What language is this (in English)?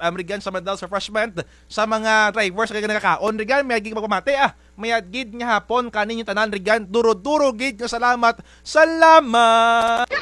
Kinaray-a